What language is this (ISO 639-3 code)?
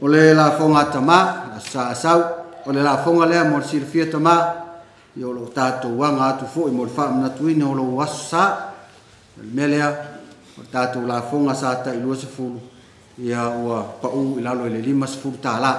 smo